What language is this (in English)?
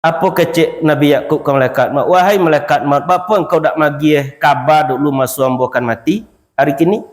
Minangkabau